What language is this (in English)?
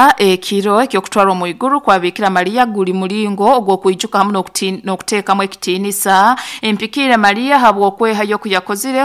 Nyoro